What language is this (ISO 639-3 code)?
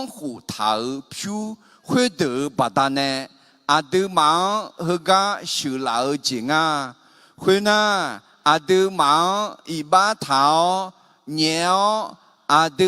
ahk